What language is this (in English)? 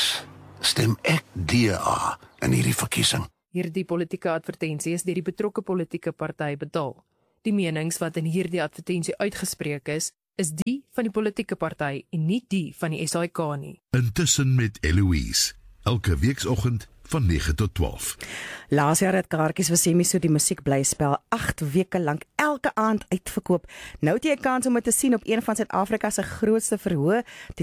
Afrikaans